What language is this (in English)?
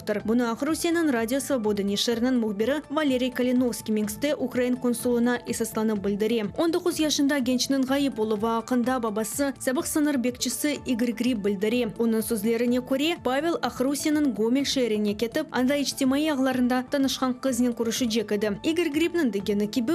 Crimean Tatar